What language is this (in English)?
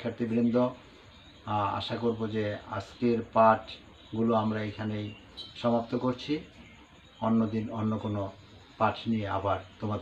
Bangla